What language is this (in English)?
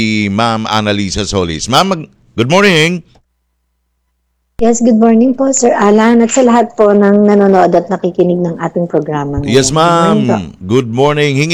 Filipino